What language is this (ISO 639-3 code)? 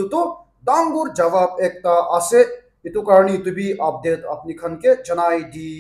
nag